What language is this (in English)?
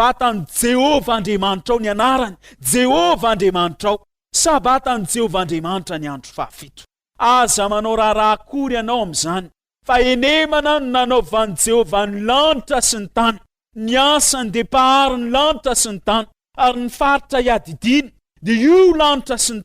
Malagasy